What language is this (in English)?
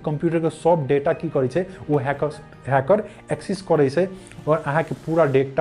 Maithili